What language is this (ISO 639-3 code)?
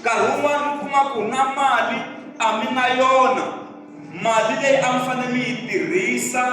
tso